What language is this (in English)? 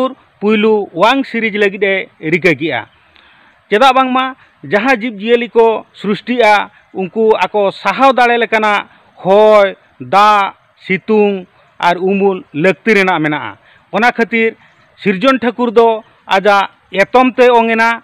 Santali